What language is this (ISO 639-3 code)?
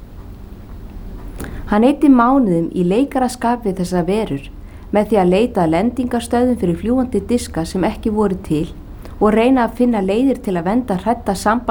isl